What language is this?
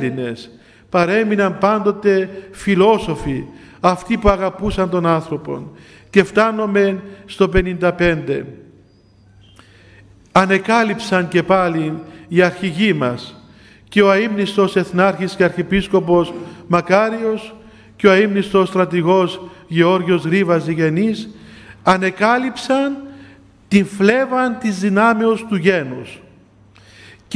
Greek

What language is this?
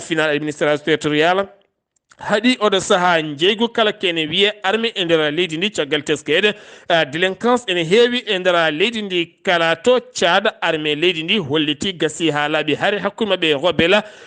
Fula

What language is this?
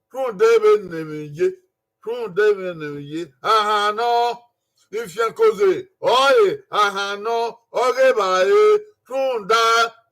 Bini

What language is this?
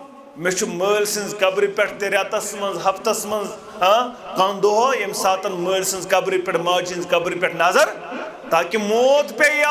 Kashmiri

